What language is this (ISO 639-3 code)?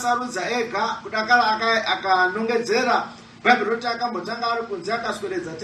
sna